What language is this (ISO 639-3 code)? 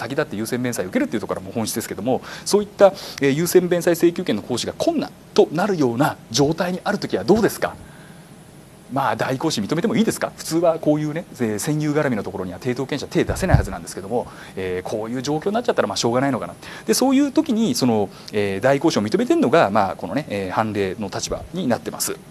jpn